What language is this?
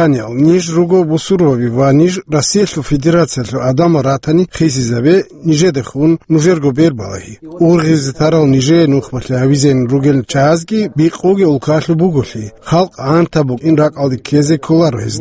Avaric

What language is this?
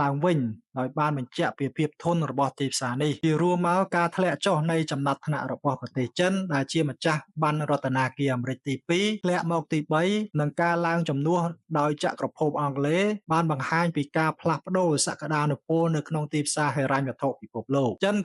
Khmer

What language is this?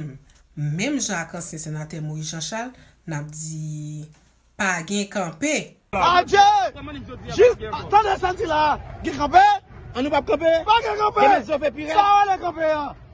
Haitian Creole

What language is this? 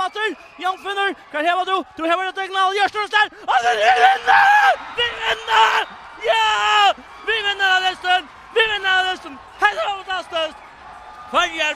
Faroese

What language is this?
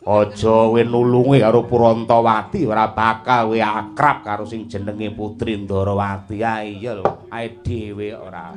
Javanese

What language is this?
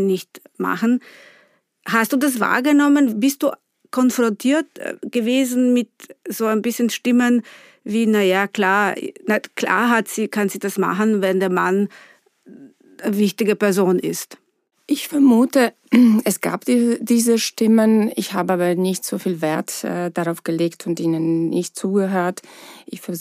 German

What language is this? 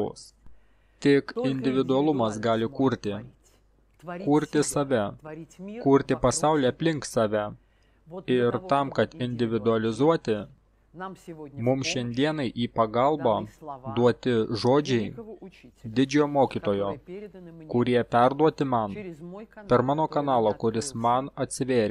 Lithuanian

